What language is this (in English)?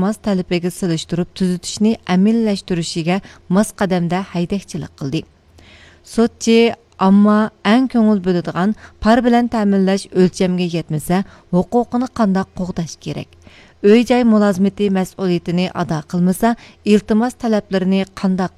Uyghur